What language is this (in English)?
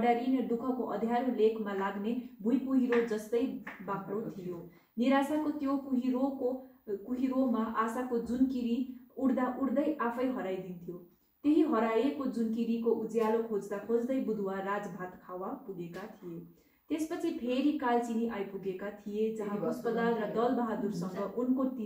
Nepali